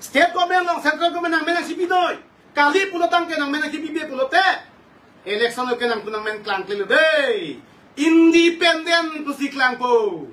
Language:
Karbi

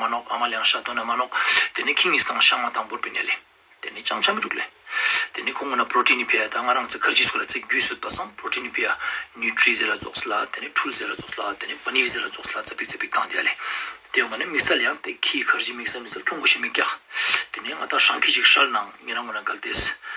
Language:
Ladakhi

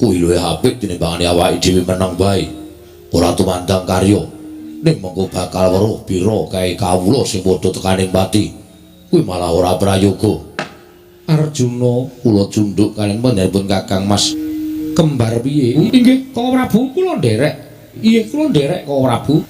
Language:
Javanese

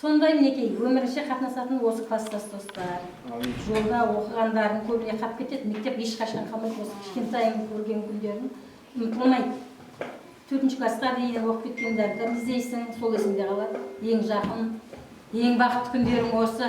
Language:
Kara-Kalpak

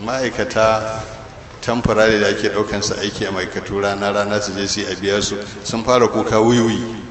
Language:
Hausa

